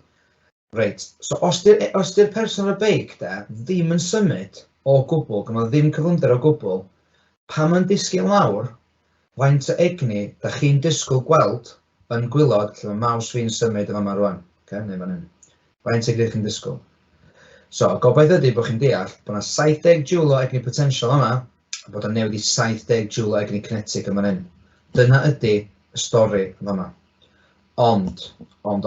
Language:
Welsh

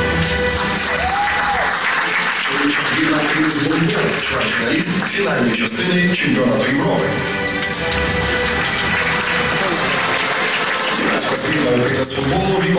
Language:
Ukrainian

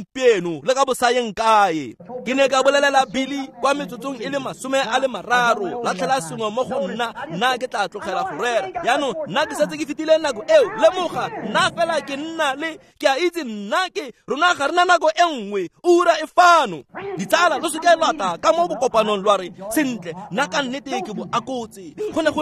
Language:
Tswana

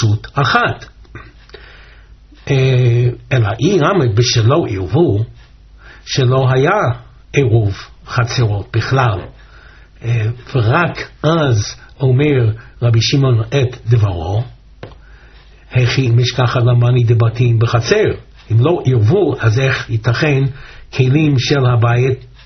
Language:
Hebrew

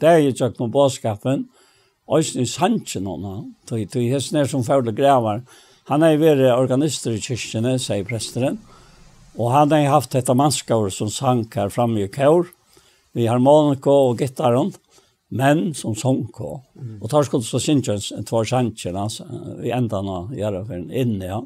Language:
Faroese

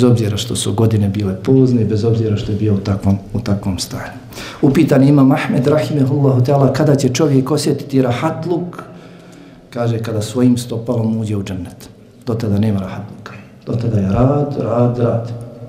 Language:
Bosnian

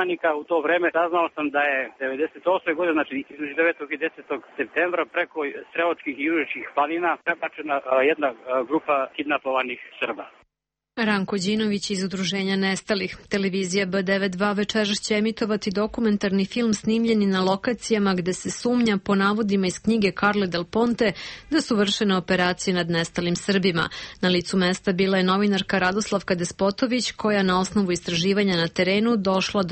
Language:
Serbian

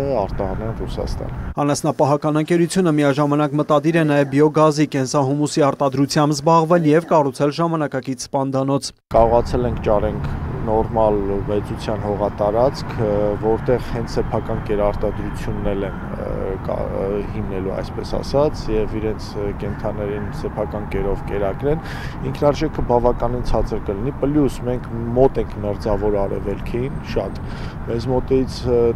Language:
Armenian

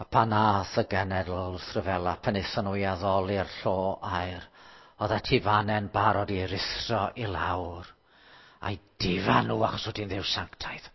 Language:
Welsh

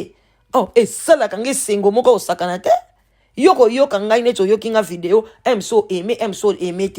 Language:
Lingala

